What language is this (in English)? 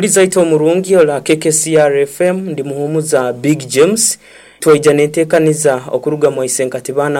Nyoro